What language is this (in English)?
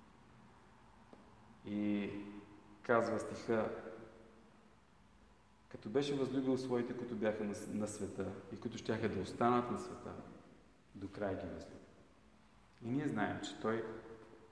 Bulgarian